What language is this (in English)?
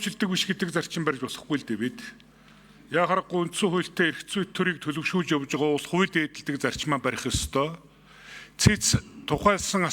Mongolian